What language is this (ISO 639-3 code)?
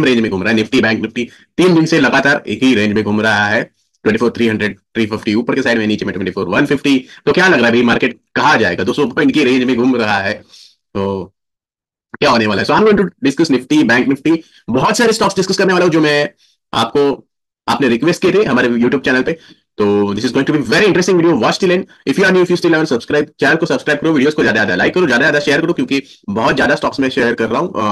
hin